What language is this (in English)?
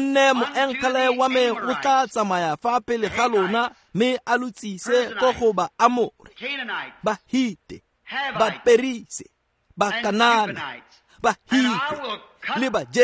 Tswana